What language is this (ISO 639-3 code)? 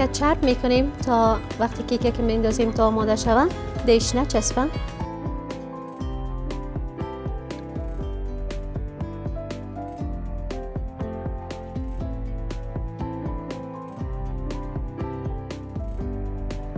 fas